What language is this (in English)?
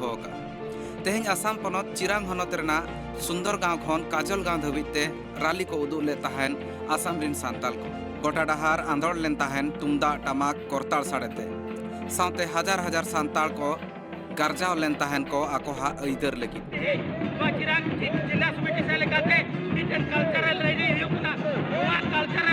Santali